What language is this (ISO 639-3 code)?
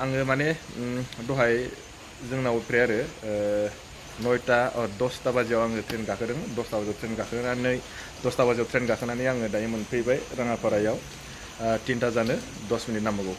brx